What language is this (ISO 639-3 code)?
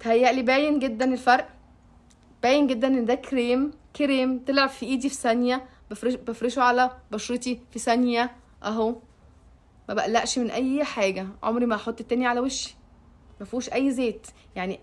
arz